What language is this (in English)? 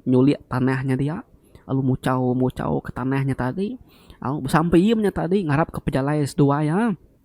Iban